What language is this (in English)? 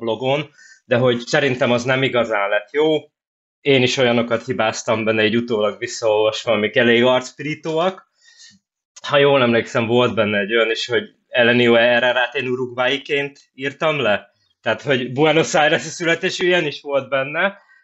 Hungarian